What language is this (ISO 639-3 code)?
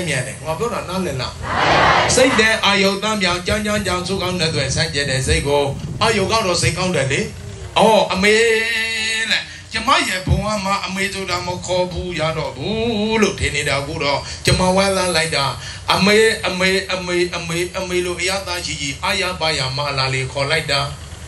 mya